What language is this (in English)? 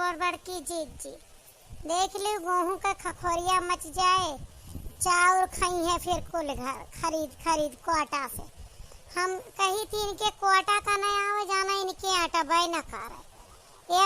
Awadhi